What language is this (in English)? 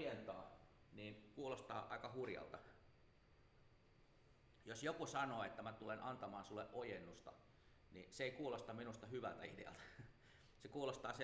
Finnish